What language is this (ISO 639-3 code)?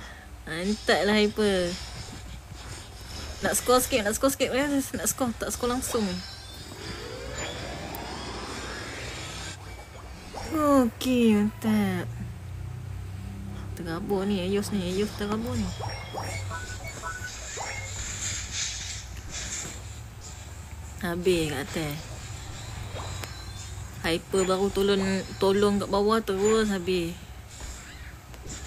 msa